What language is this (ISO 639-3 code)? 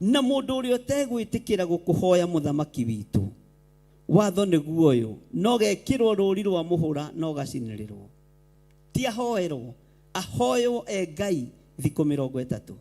kik